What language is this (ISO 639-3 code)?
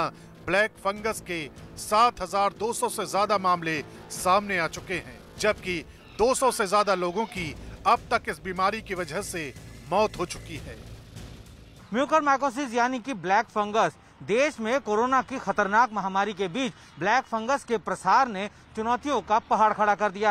hin